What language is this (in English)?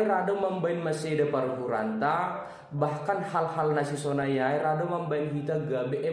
Batak Simalungun